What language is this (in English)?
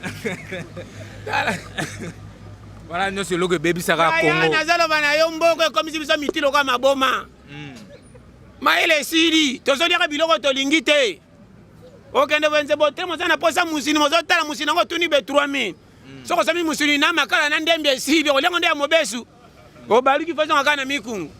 Lingala